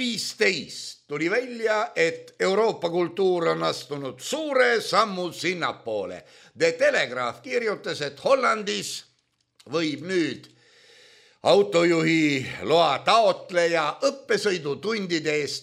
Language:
Estonian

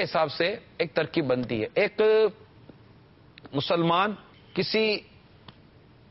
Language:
Urdu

